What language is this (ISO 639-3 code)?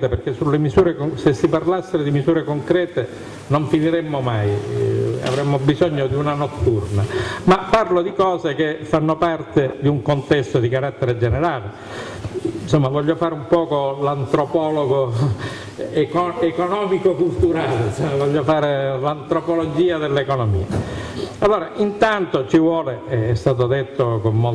ita